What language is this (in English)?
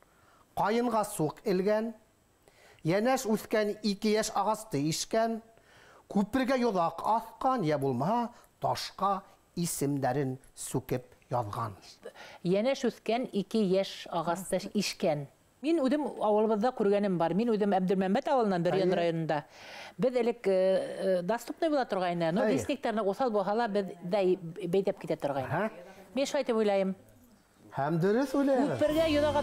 Bashkir